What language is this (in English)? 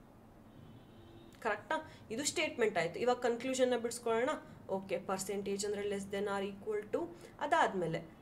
Kannada